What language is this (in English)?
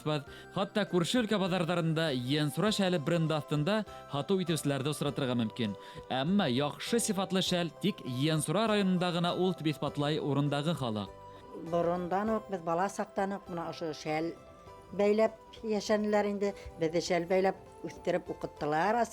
Bashkir